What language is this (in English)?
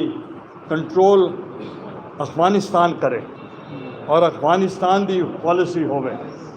Saraiki